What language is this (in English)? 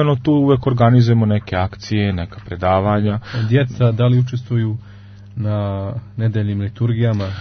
Serbian